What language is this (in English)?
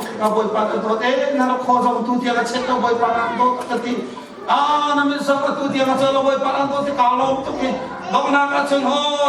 Hakha Chin